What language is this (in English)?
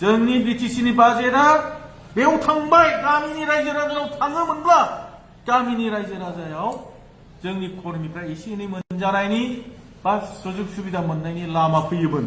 Bodo